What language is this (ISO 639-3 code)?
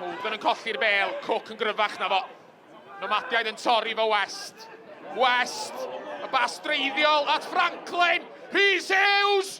cym